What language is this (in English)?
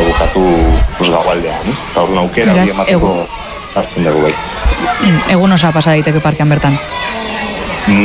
Basque